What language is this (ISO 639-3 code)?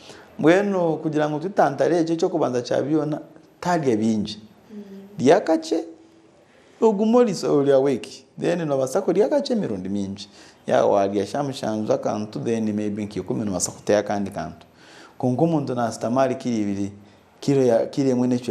nyn